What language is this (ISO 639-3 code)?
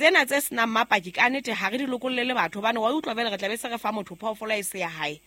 sot